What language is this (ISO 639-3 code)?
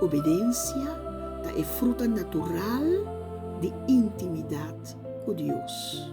pap